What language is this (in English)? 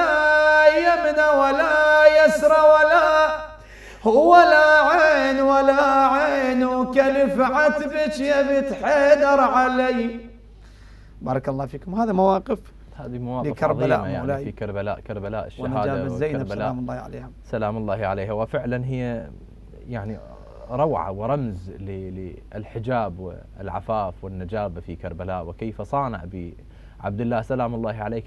Mesopotamian Arabic